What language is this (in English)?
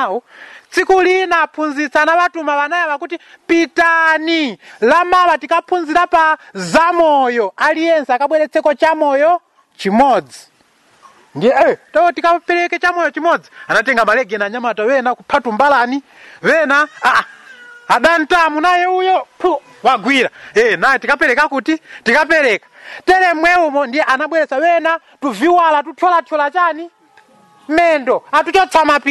Nyanja